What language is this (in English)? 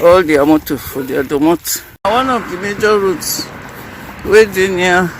Nigerian Pidgin